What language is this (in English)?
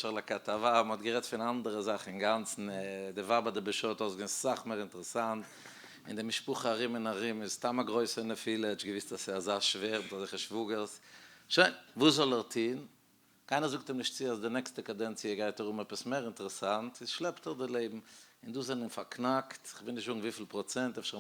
Yiddish